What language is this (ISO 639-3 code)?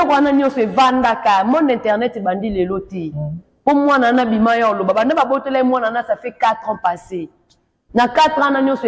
lin